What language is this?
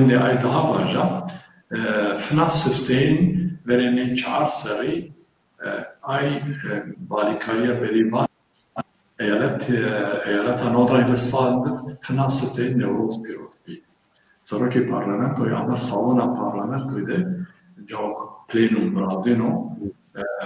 Zaza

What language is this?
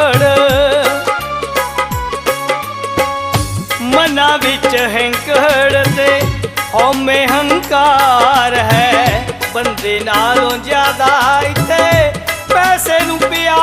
Punjabi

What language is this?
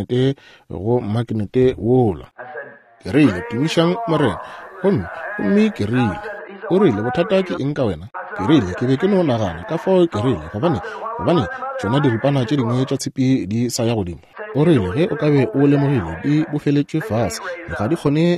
Northern Sotho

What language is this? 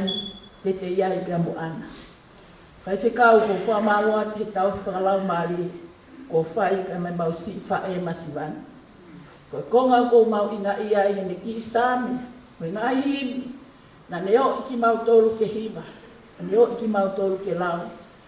Tongan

